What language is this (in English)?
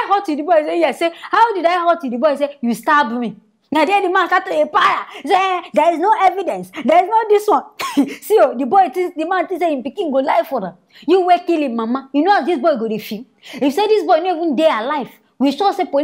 Nigerian Pidgin